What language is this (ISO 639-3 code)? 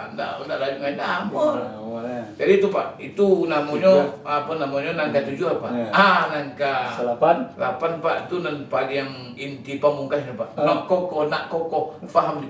min